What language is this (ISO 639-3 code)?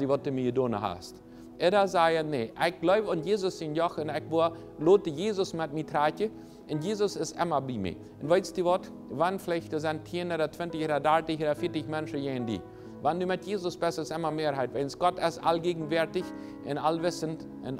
pdt